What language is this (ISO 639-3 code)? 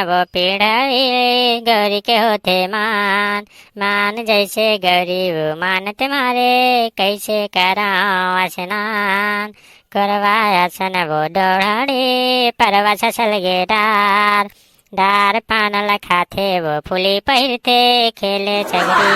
hne